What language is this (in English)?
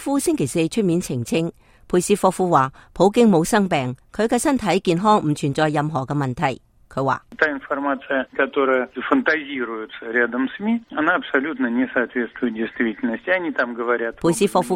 Cantonese